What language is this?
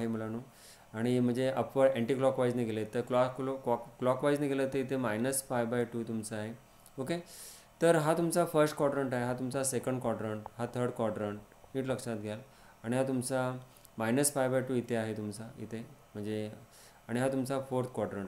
Marathi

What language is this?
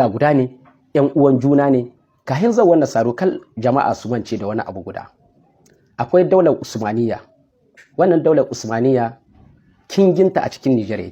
Hausa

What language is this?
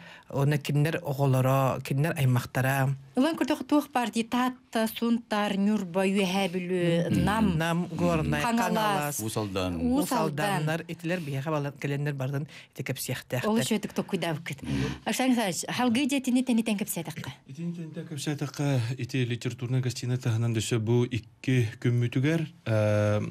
Yakut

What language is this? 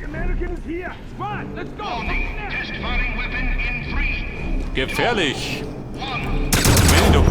Bavarian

